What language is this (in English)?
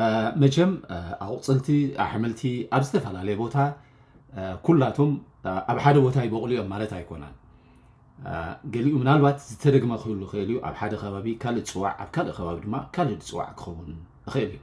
Tigrinya